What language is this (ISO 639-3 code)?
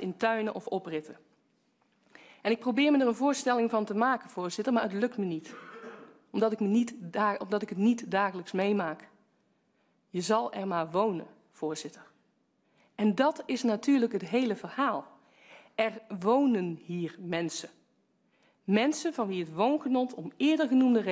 nld